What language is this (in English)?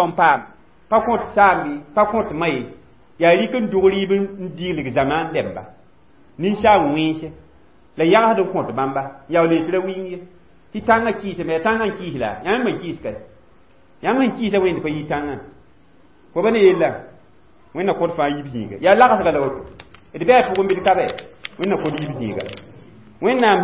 Mossi